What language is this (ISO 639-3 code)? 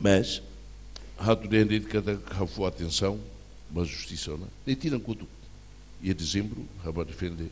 tet